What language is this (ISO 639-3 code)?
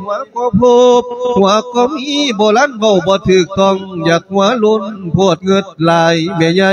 lao